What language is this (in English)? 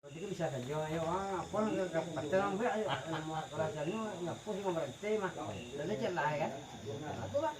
Minangkabau